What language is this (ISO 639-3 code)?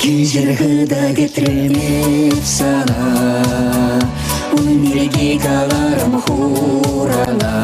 chv